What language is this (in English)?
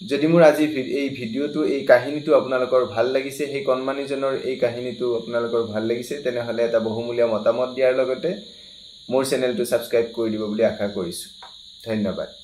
Assamese